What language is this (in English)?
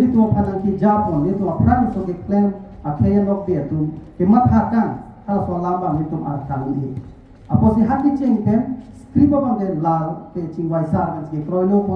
Karbi